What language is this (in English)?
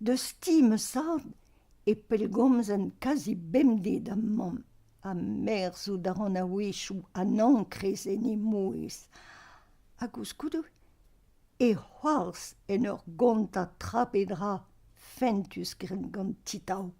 Breton